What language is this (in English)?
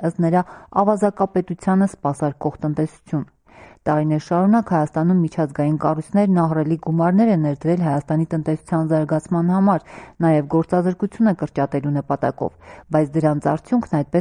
Armenian